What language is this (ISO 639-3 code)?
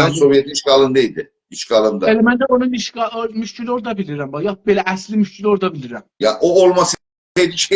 azb